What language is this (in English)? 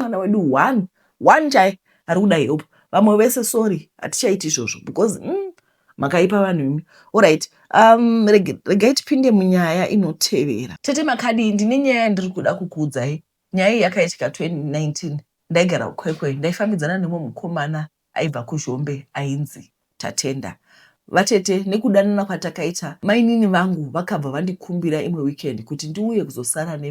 Shona